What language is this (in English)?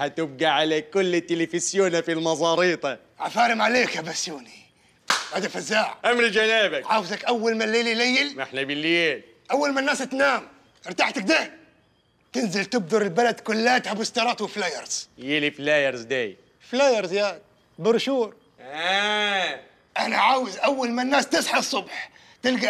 Egyptian Arabic